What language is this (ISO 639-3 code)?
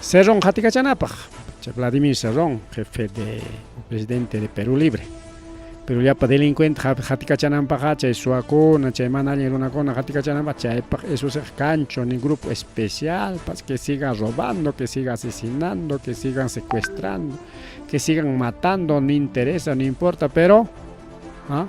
quy